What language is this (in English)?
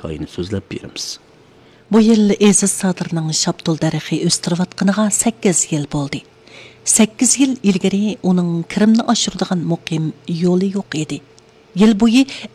Uyghur